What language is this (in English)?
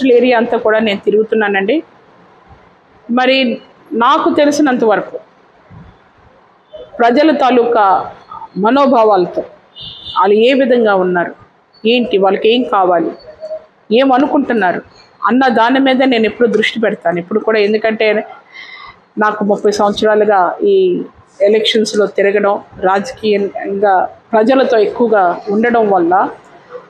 Telugu